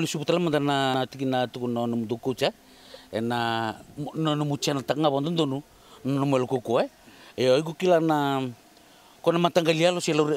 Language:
Fijian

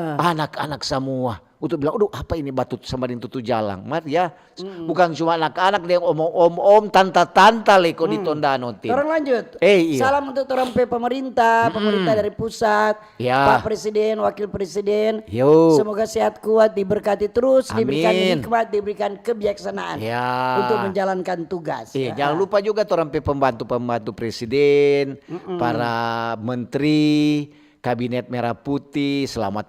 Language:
Manado Malay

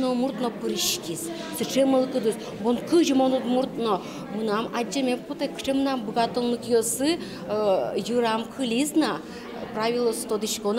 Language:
Udmurt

